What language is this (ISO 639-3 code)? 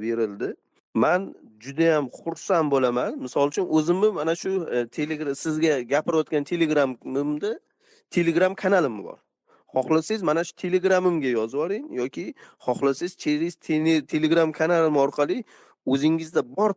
uzb